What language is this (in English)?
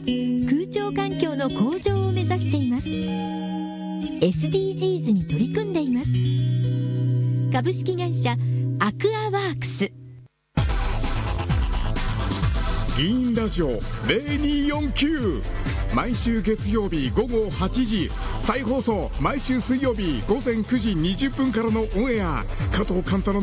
Japanese